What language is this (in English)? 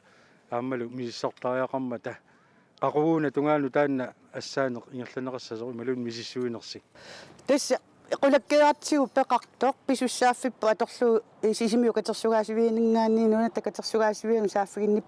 Kalaallisut